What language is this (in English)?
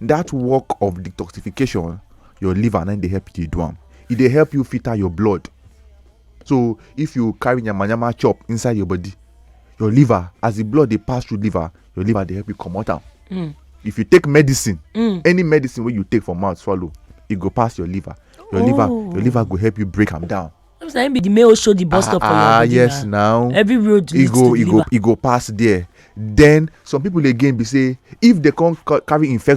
Nigerian Pidgin